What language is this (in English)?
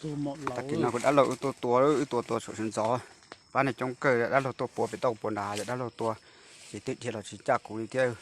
Hmong